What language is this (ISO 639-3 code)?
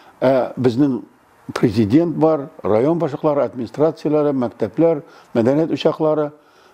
tat